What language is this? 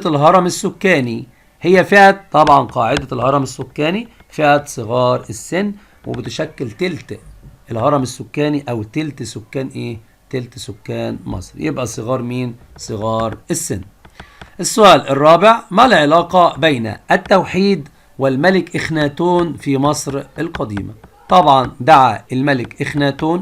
Egyptian Arabic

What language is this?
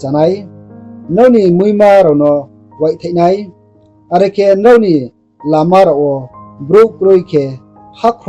Riang (India)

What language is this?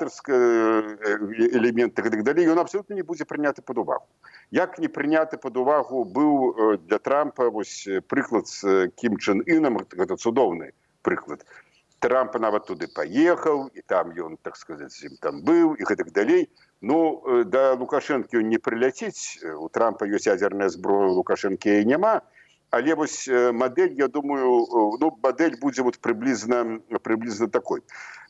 Belarusian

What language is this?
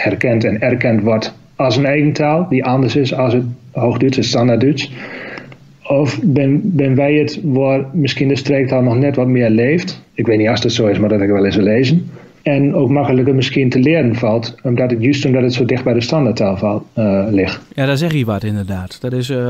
Dutch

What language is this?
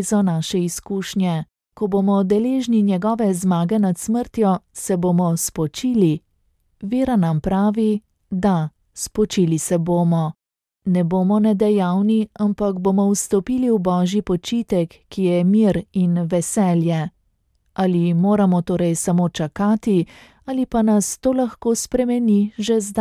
Slovenian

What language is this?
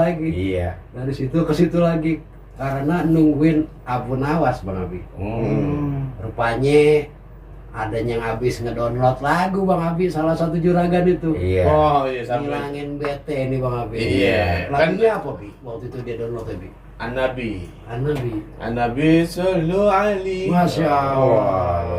Betawi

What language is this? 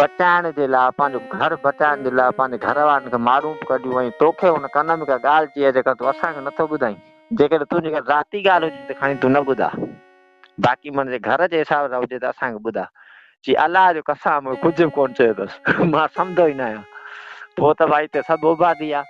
Sindhi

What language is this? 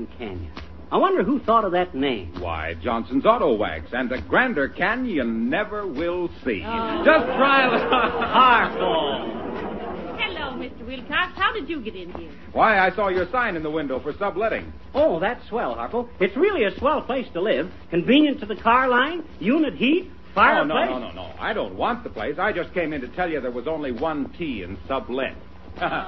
English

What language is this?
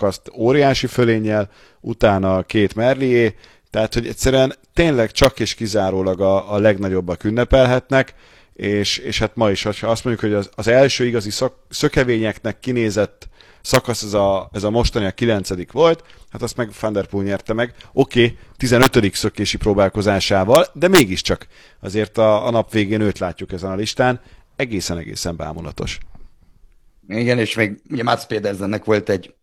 Hungarian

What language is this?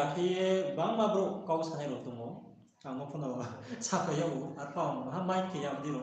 Riang (India)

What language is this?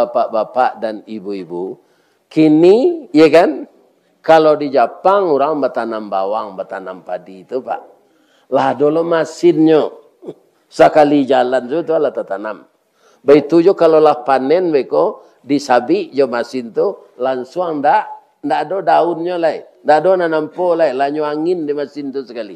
Minangkabau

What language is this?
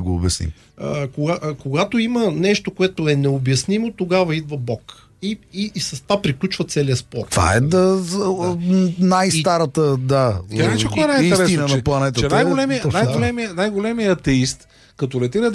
Bulgarian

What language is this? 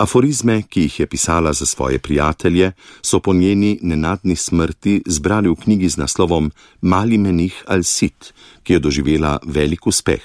Slovenian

